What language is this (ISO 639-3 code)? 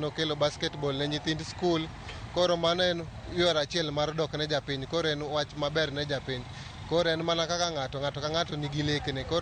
luo